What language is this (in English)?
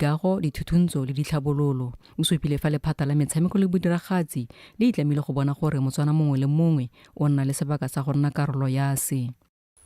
Tswana